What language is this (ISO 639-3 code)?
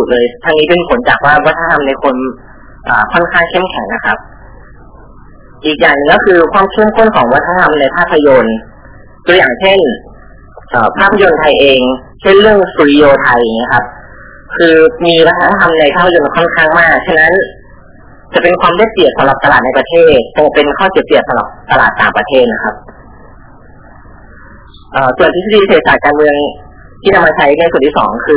tha